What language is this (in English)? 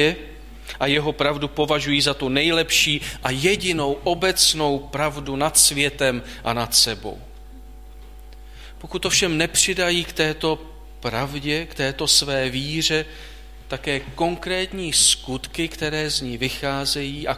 Czech